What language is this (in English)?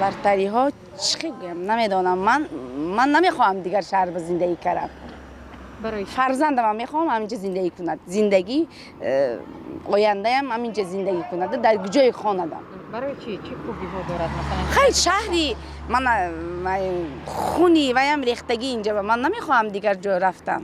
Tajik